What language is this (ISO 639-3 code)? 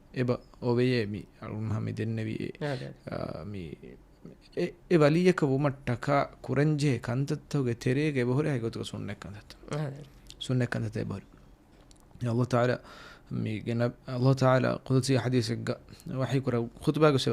div